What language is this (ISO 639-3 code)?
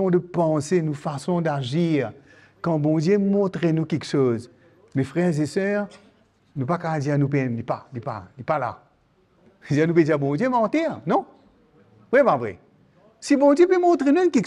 mfe